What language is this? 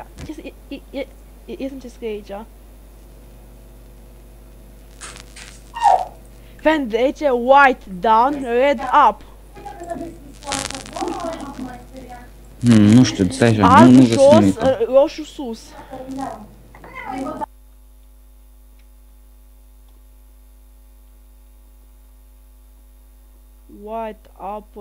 Romanian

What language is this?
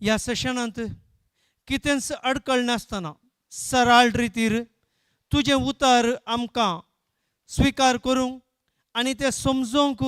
Konkani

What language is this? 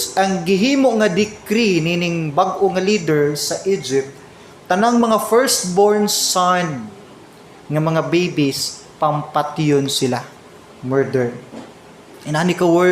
Cebuano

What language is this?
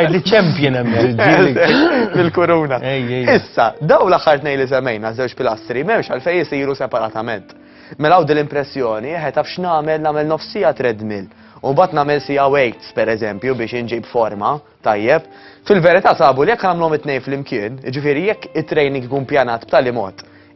Maltese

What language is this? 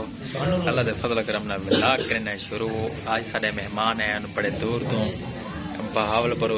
Saraiki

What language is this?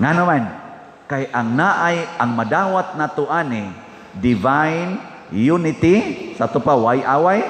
Cebuano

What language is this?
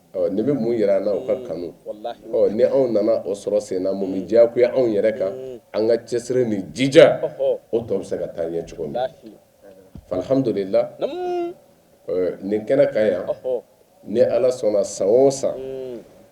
Bambara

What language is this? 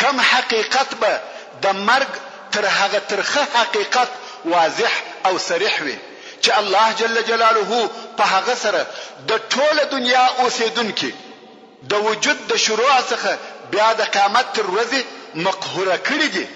Pashto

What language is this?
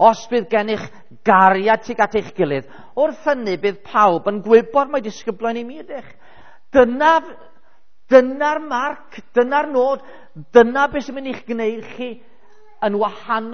Welsh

